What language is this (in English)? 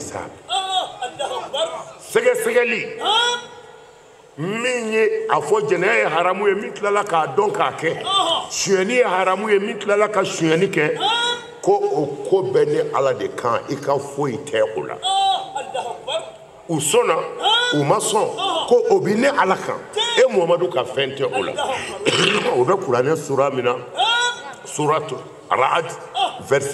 Bambara